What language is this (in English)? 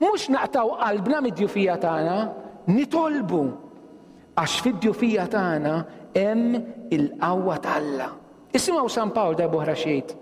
Maltese